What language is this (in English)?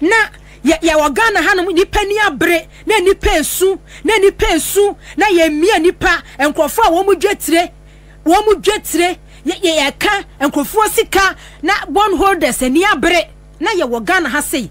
Akan